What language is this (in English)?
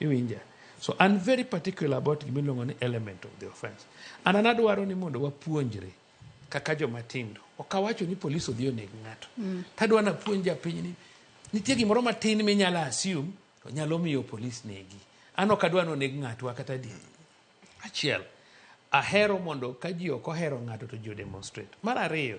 Luo (Kenya and Tanzania)